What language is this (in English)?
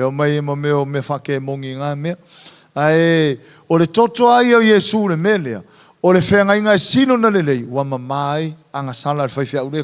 Samoan